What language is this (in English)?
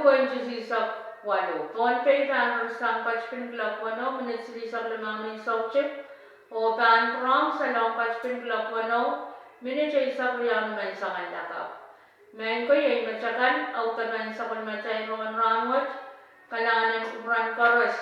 Pohnpeian